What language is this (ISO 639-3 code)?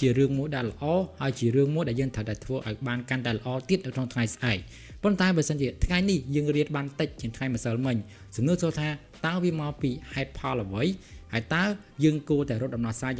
khm